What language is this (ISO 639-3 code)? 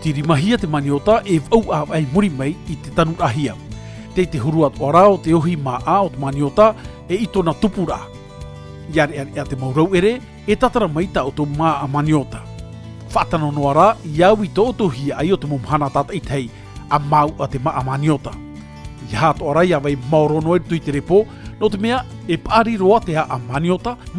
tah